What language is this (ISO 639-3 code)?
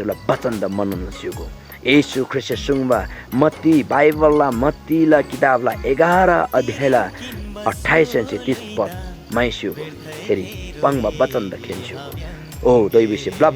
taj